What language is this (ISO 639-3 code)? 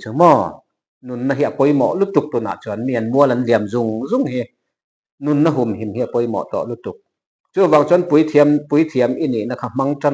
lus